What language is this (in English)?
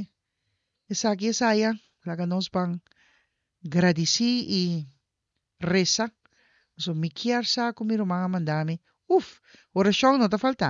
Papiamento